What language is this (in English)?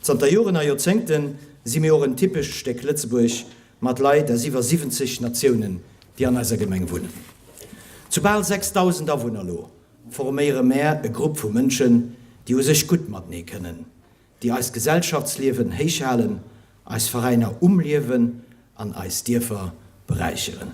Luxembourgish